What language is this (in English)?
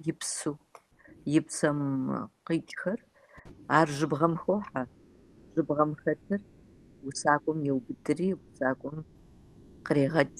Kabardian